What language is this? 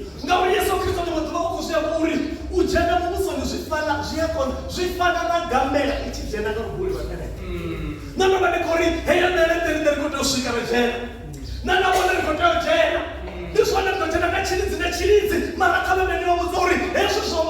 Venda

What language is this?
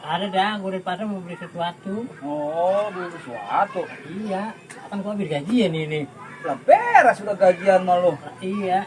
Betawi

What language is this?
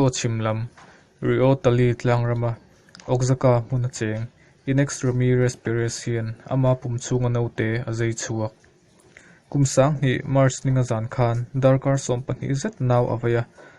Mizo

